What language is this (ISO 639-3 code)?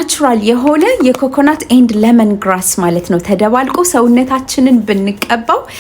amh